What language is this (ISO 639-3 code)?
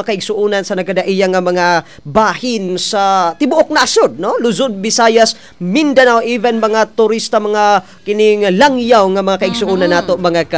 ceb